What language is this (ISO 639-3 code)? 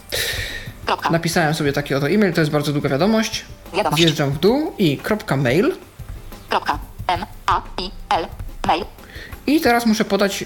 pol